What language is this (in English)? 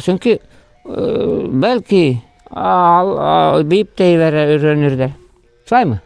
Bashkir